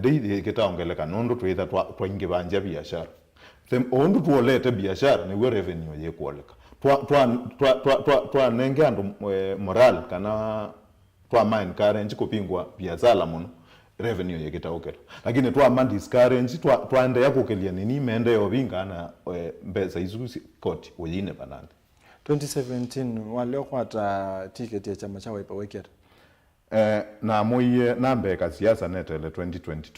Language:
Kamba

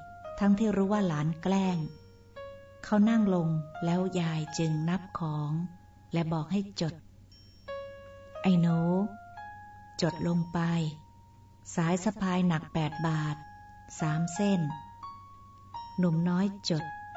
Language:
Thai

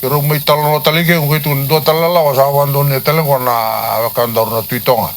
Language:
Fijian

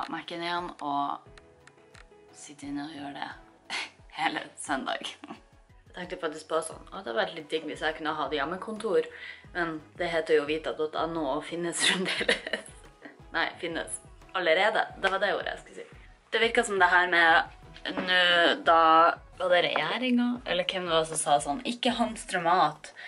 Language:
Norwegian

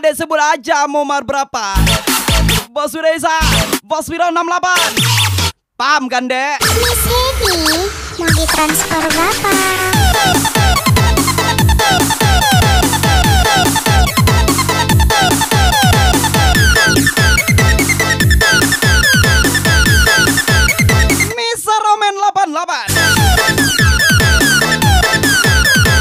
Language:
Indonesian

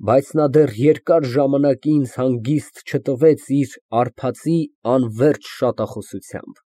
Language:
Armenian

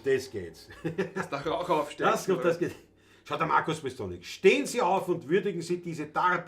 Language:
Bavarian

